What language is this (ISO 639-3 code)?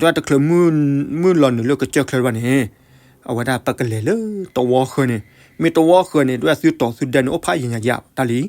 ksw